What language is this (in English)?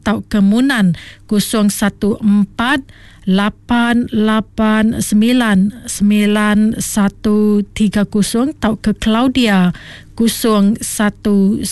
Iban